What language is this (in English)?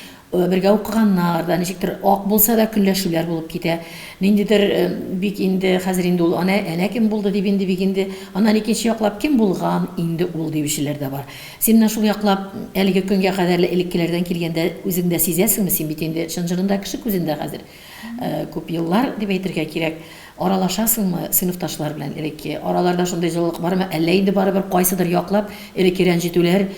Tatar